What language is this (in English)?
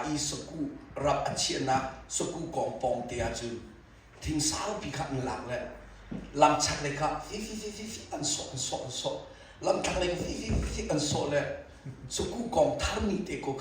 Hakha Chin